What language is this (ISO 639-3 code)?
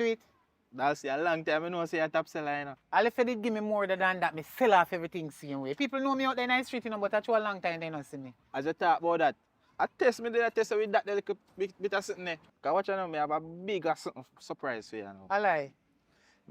jam